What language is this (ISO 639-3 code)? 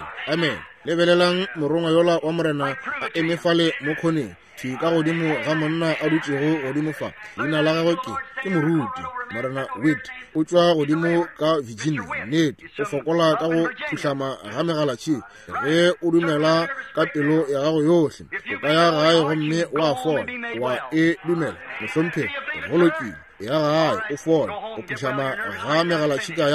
nso